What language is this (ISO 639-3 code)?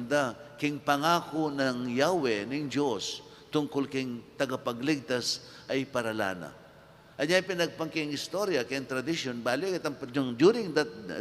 pam